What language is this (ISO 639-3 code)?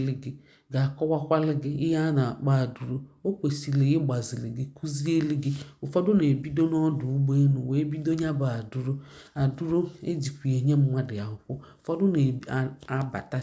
ibo